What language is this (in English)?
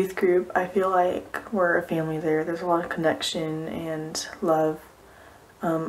English